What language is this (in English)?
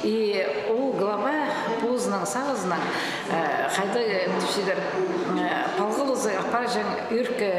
Khakas